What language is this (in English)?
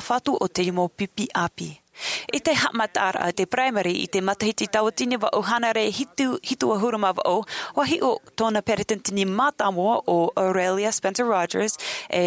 Tahitian